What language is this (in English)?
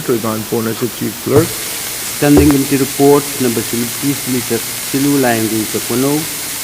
Pohnpeian